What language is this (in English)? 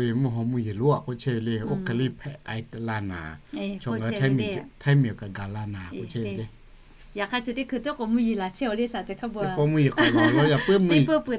Lahu